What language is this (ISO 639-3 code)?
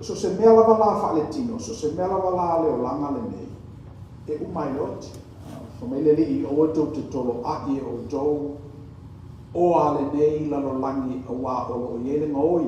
smo